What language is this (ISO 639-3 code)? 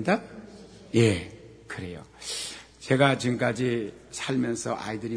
kor